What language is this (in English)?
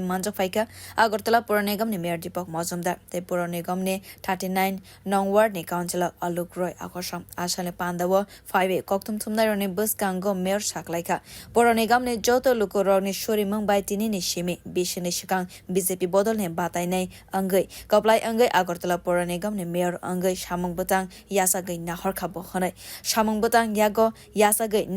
Kok Borok